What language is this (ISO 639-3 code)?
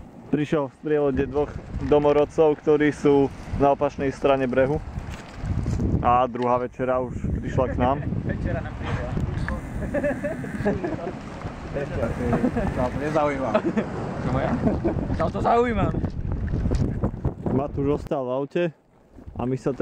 slk